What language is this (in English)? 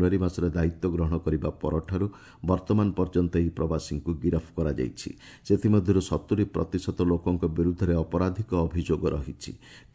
Odia